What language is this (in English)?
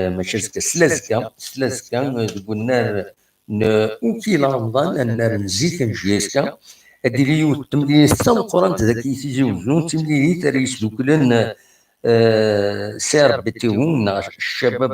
Kabyle